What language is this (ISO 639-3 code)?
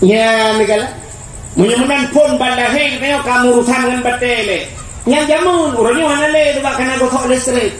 ace